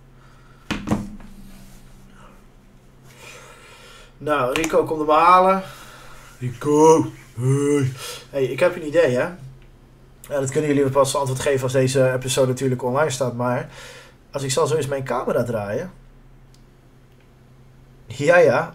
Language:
Dutch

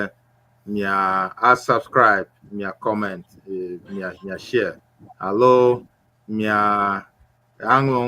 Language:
Ewe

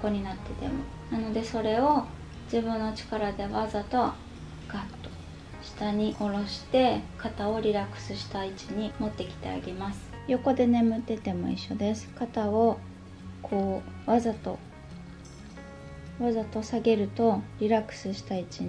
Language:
Japanese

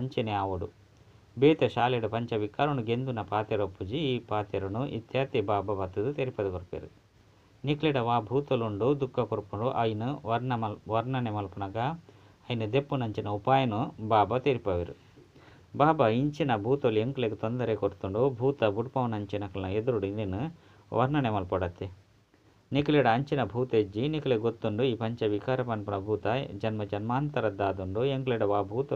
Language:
Tulu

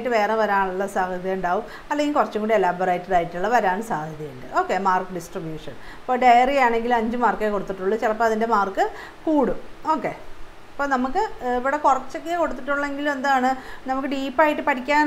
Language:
Malayalam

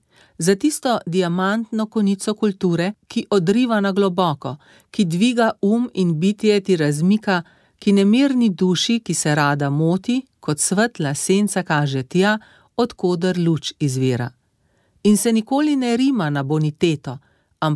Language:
Slovenian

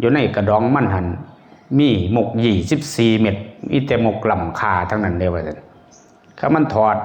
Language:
Northeastern Thai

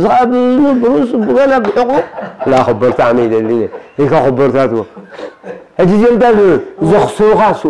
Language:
Tigrinya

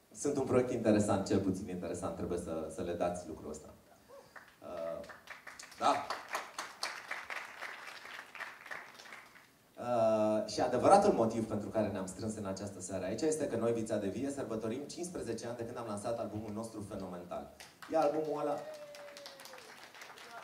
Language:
Romanian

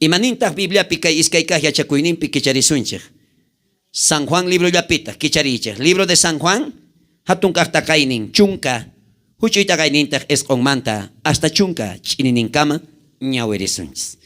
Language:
South Bolivian Quechua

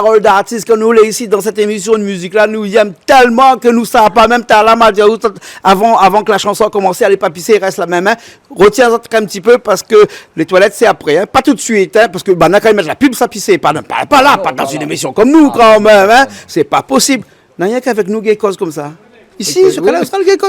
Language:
Réunion Creole French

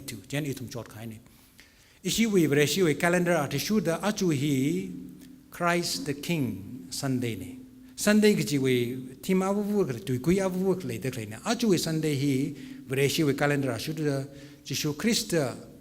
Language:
Tangkhul Naga (India)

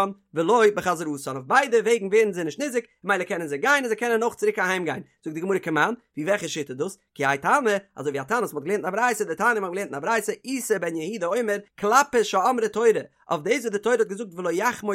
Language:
Yiddish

